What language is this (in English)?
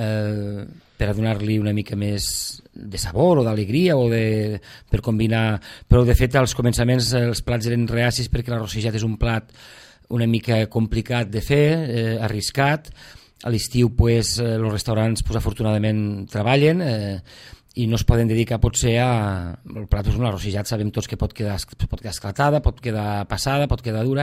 Catalan